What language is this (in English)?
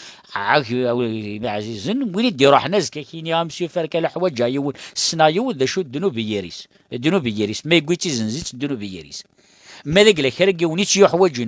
Kabyle